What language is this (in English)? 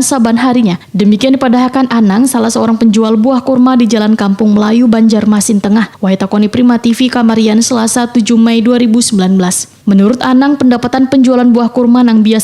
Banjar